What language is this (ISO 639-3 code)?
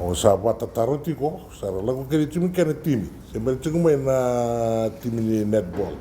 fij